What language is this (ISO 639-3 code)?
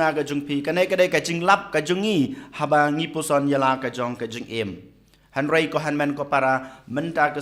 kha